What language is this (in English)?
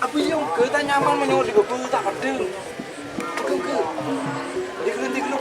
Madurese